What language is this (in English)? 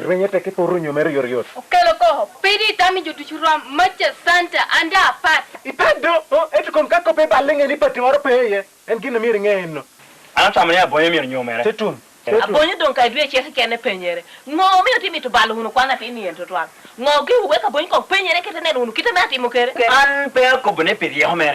Lango (Uganda)